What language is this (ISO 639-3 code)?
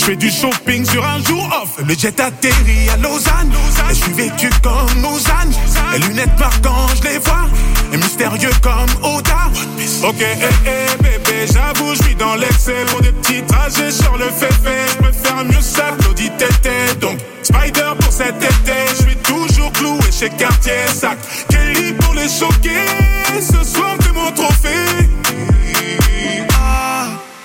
fra